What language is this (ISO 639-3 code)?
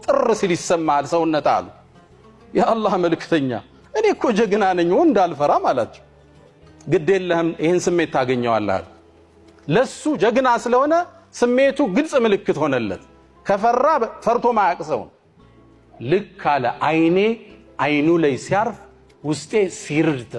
amh